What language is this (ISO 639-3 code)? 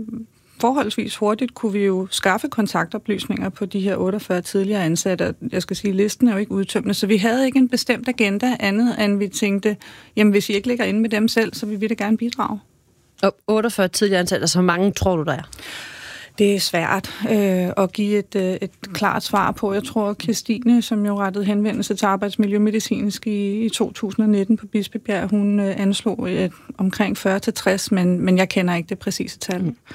dan